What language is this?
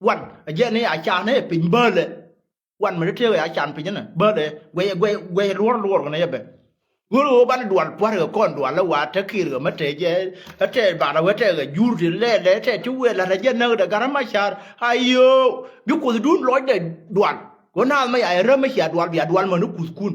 Nuer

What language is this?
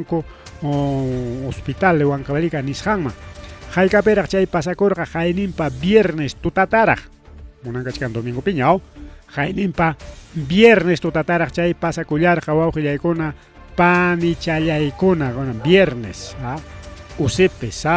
Ayacucho Quechua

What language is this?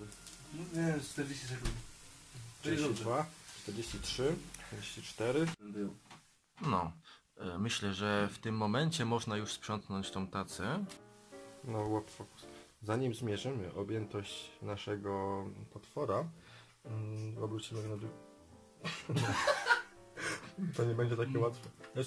Polish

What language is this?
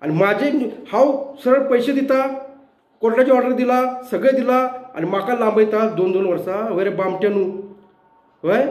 Konkani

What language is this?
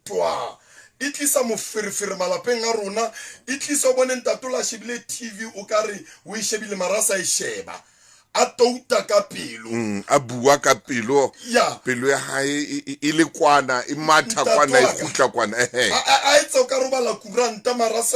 Southern Sotho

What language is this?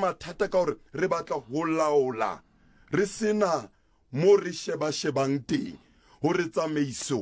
Southern Sotho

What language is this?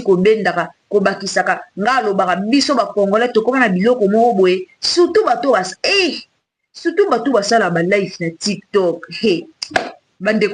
Lingala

